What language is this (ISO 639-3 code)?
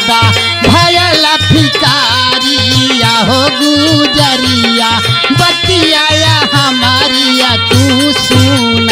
bho